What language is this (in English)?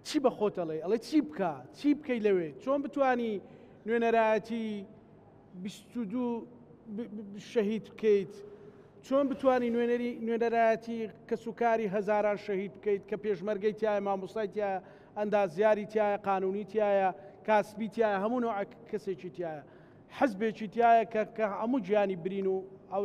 Central Kurdish